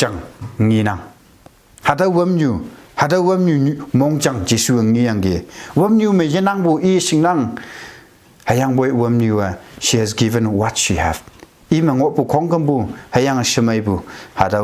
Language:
Konyak Naga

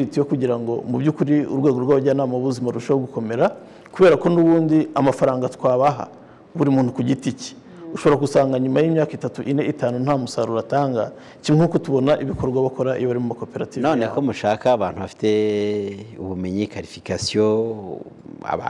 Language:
Kinyarwanda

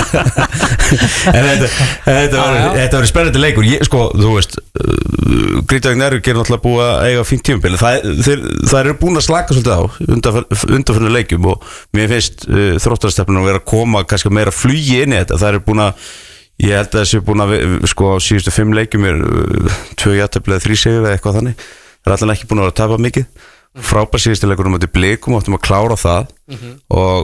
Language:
Icelandic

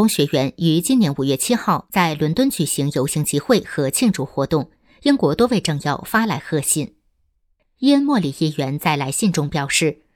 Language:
Chinese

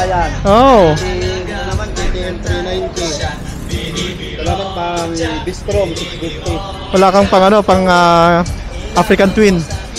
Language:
Filipino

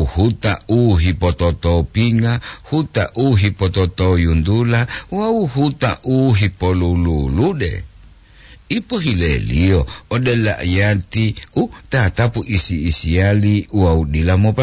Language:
Gorontalo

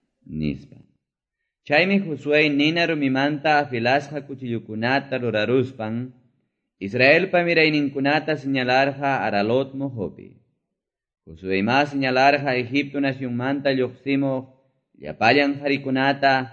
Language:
Quechua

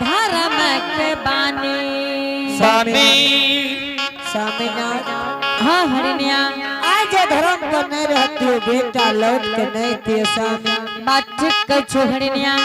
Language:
Angika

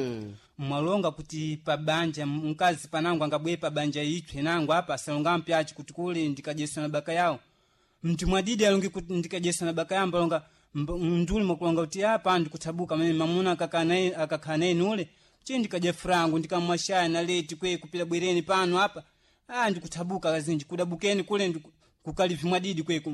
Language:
Sena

